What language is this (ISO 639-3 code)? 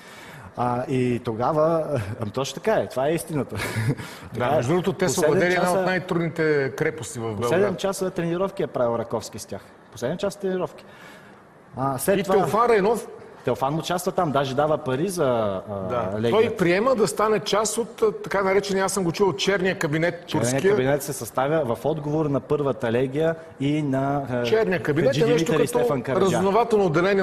bul